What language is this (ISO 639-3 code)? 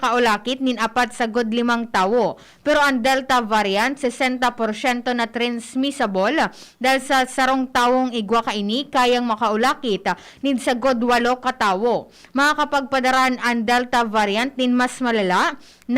bik